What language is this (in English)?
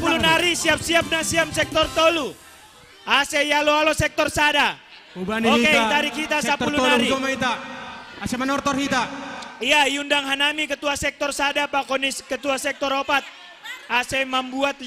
Batak Simalungun